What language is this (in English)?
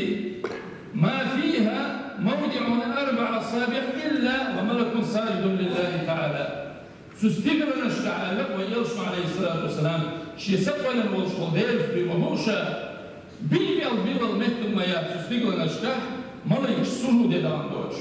Chechen